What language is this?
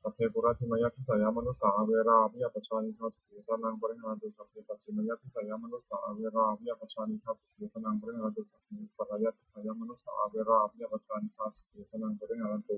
Pali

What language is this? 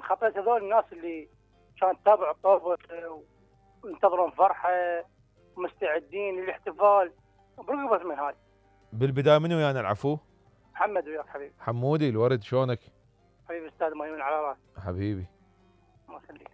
Mesopotamian Arabic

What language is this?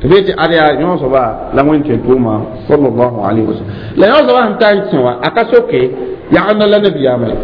Mossi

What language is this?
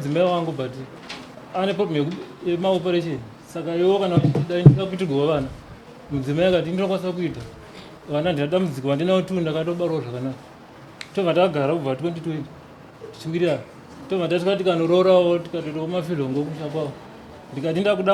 Shona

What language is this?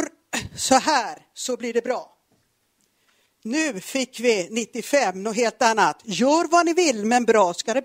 Swedish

